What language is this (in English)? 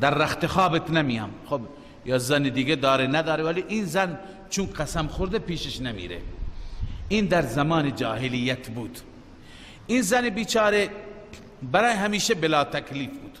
Persian